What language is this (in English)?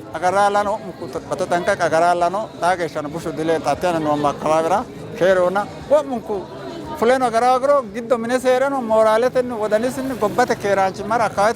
Sidamo